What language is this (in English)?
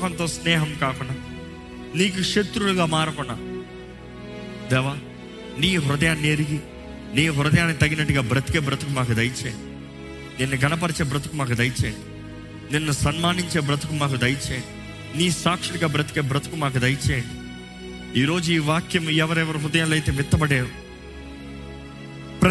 Telugu